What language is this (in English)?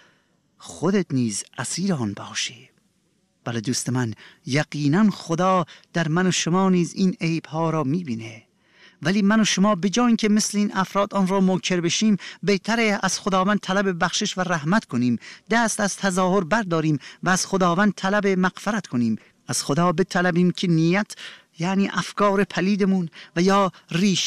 Persian